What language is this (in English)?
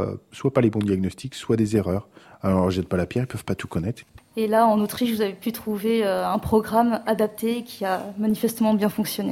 French